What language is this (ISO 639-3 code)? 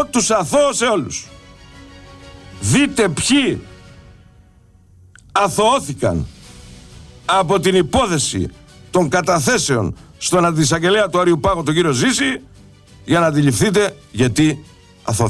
ell